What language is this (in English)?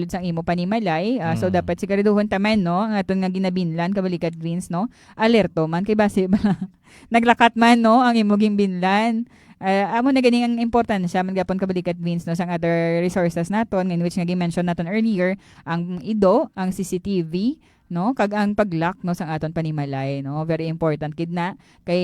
Hiligaynon